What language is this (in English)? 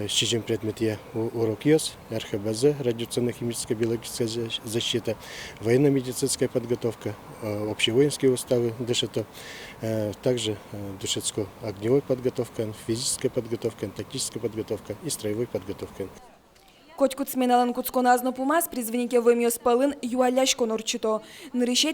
Udmurt